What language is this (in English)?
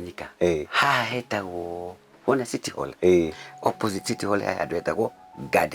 Kikuyu